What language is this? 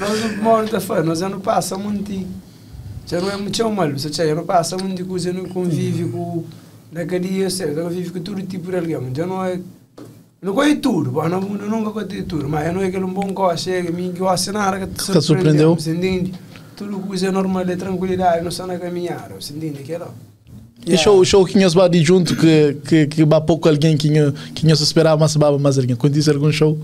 Kabuverdianu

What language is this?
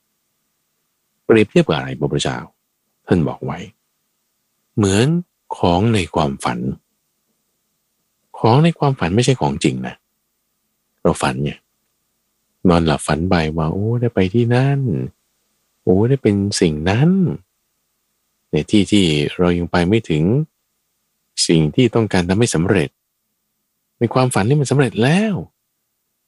Thai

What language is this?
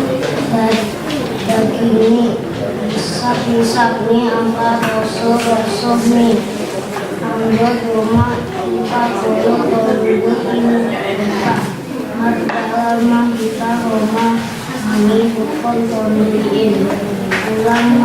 Batak Simalungun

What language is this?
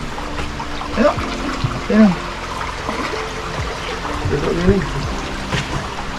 Malay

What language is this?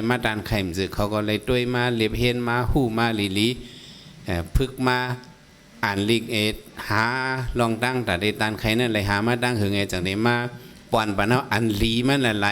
Shan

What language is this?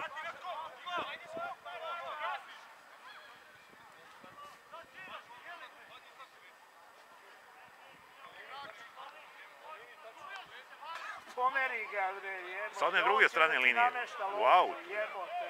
Serbian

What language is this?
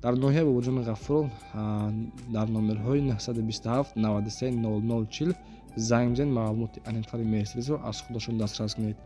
Tajik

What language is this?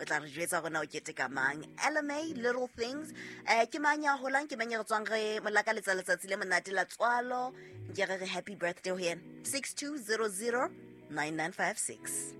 Southern Sotho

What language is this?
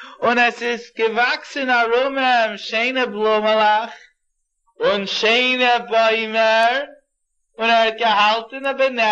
Yiddish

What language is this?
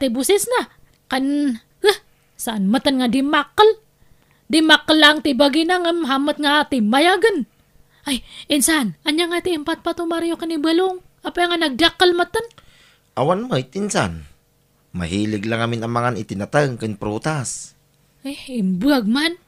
Iloko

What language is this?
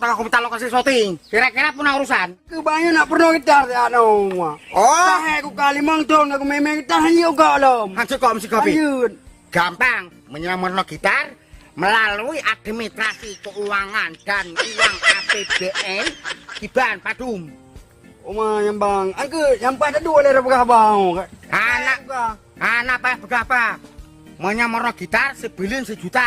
Achinese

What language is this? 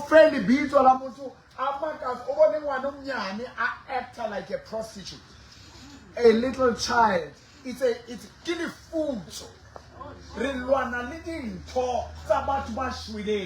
Southern Sotho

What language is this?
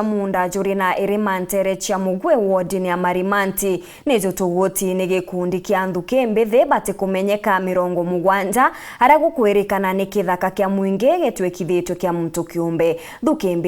Meru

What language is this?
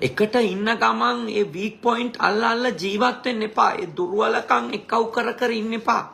Sinhala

